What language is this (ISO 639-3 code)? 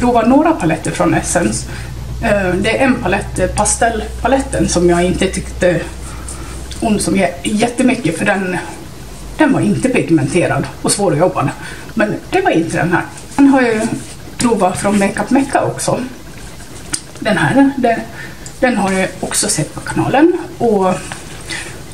swe